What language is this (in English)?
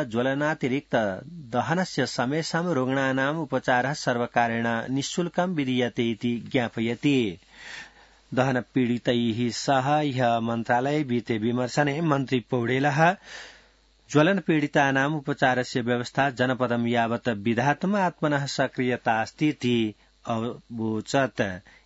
Sanskrit